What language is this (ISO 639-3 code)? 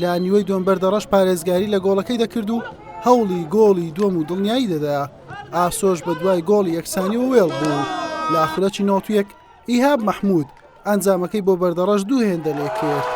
ckb